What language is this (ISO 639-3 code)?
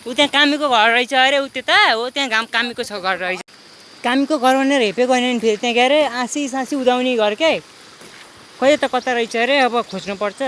nep